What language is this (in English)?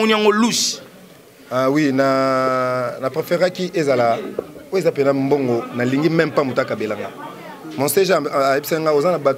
Lingala